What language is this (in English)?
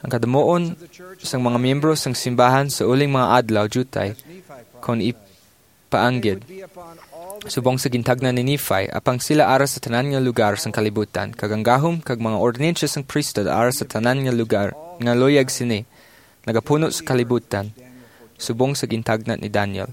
Hiligaynon